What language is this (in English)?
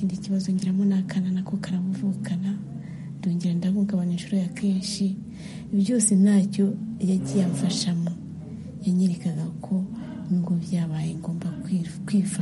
Kinyarwanda